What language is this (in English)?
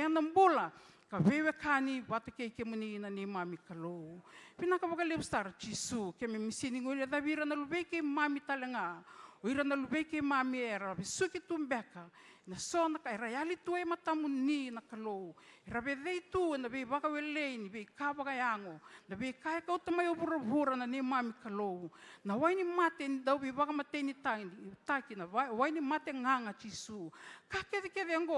Fijian